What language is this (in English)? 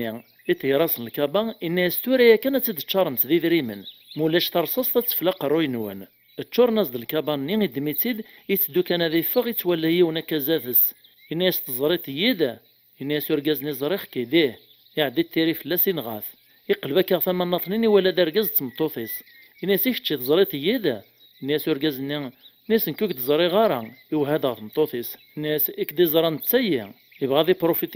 Kabyle